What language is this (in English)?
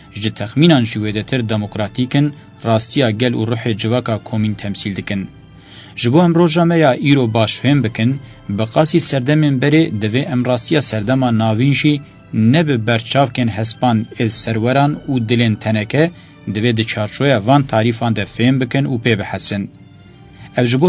Kurdish